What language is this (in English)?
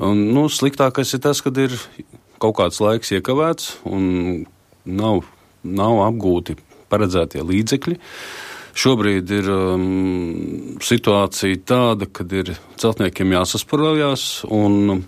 Latvian